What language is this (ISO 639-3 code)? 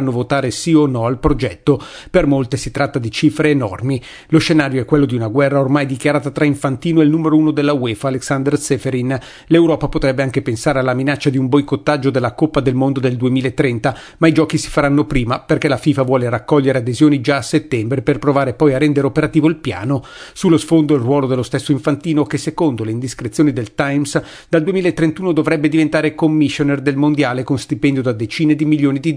ita